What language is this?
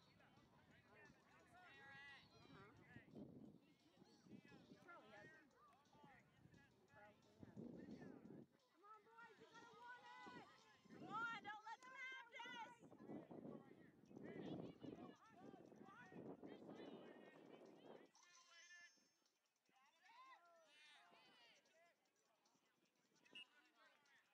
English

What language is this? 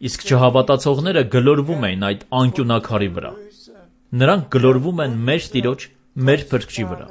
Armenian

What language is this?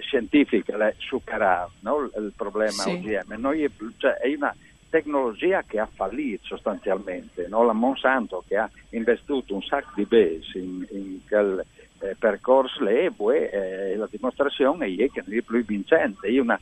Friulian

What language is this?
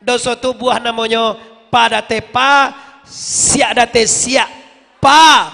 Minangkabau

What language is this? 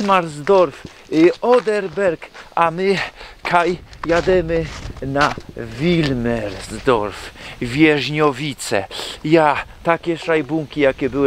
Silesian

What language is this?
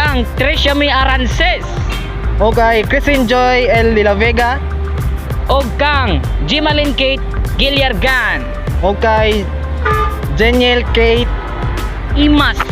Cebuano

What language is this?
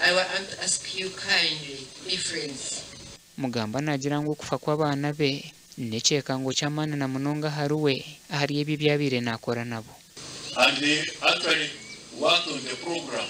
Nyankole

